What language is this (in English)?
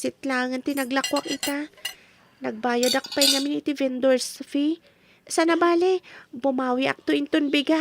Iloko